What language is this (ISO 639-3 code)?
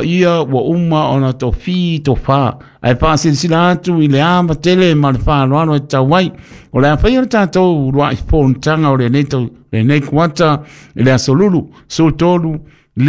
smo